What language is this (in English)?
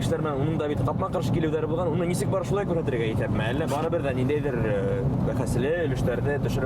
Bashkir